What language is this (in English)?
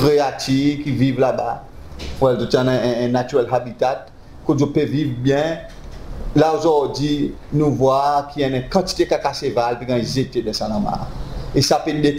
Seselwa Creole French